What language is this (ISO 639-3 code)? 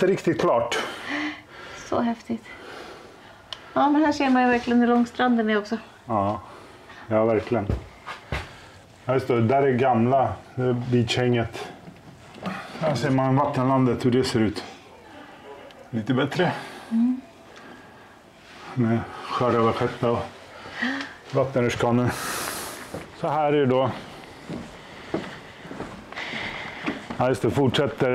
swe